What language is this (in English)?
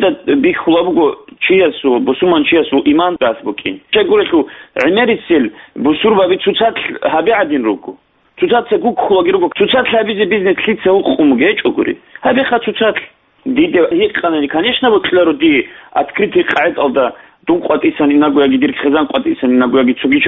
Avaric